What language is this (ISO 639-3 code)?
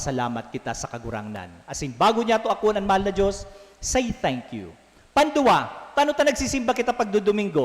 bik